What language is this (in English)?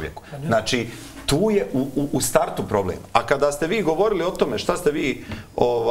Bosnian